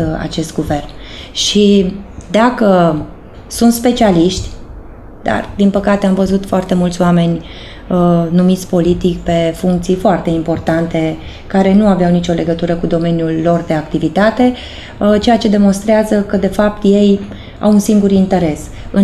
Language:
Romanian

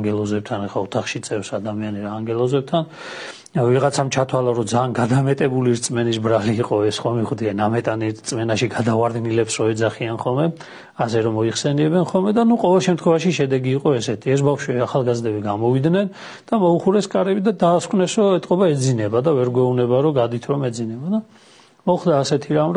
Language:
Georgian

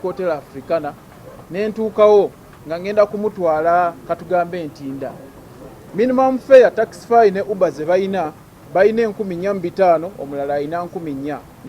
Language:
Ganda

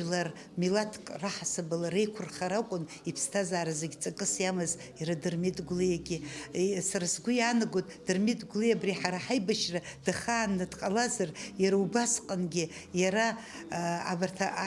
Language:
Abkhazian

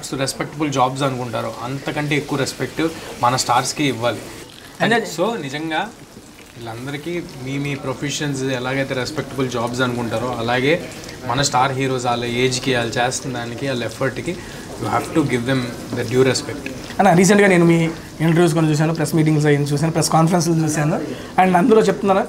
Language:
Telugu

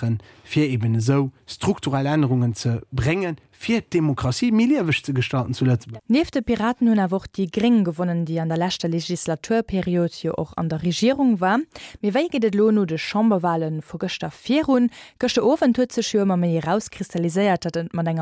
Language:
Luxembourgish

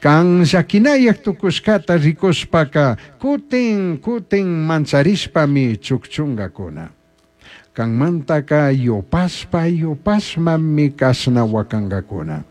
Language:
Chimborazo Highland Quichua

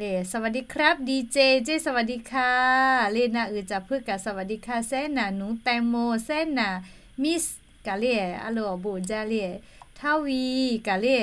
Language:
Lahu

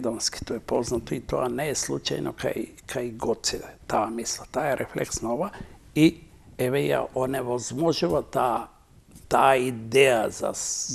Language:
Macedonian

